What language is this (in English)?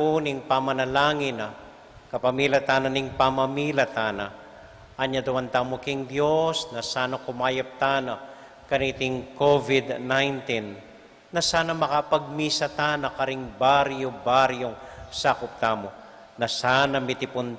Pampanga